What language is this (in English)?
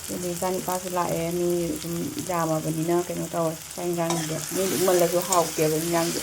Manipuri